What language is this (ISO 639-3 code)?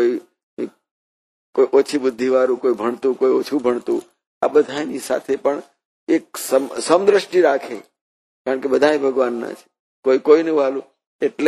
guj